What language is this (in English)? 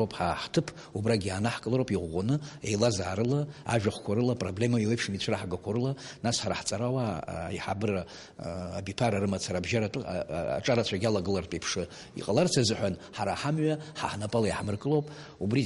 Abkhazian